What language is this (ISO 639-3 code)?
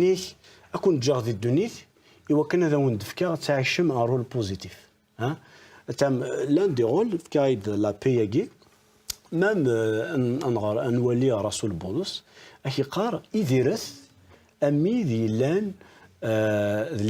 kab